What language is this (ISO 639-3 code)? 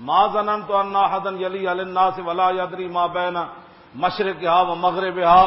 lah